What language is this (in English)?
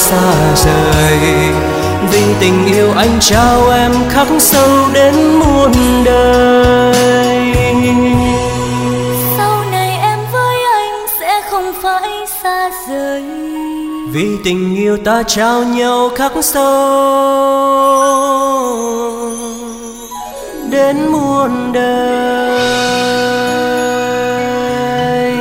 Vietnamese